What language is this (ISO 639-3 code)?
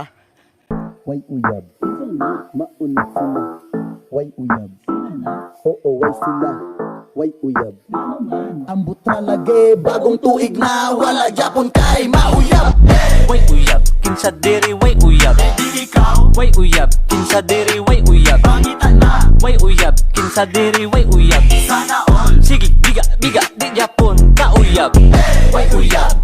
ceb